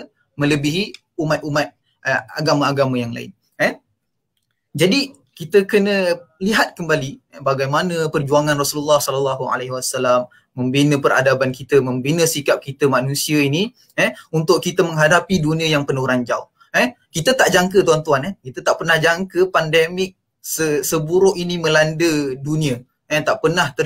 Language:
Malay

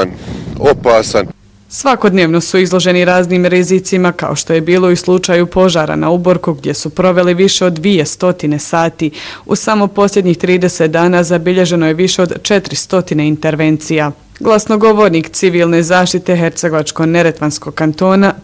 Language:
Bosnian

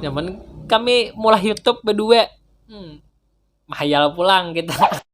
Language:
Banjar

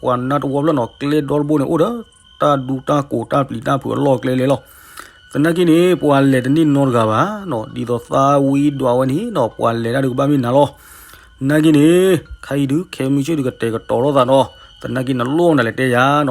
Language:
S'gaw Karen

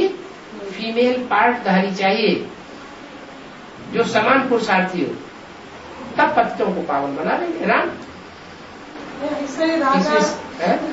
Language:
Hindi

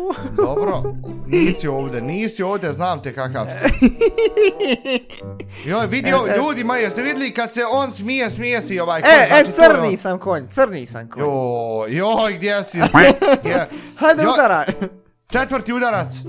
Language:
Bosnian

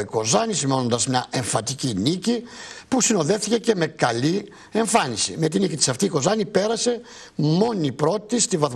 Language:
Greek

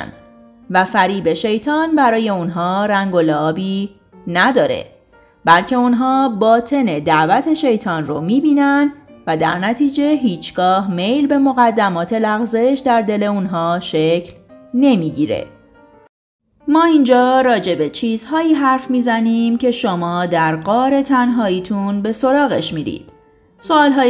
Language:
Persian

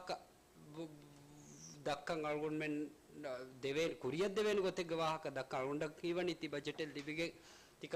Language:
Divehi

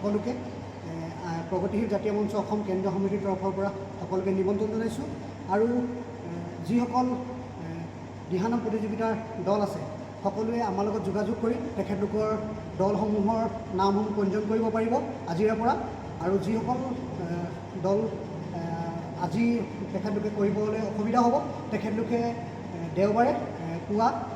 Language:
Assamese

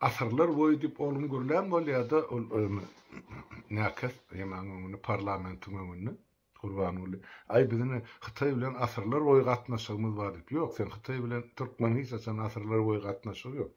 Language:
Turkmen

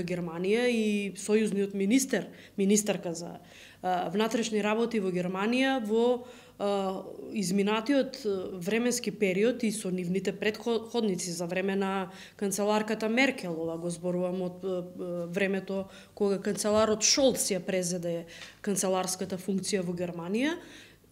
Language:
Macedonian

